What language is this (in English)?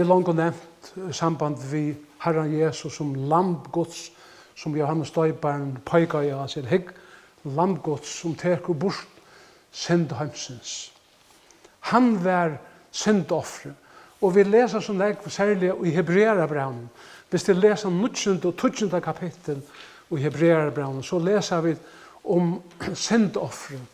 Faroese